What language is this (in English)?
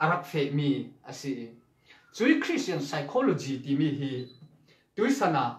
Falam Chin